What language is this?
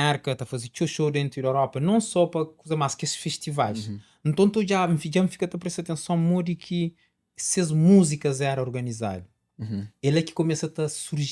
Kabuverdianu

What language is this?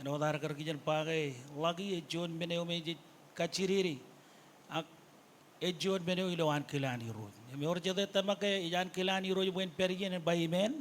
Marshallese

